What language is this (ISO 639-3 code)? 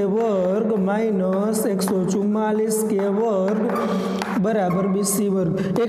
guj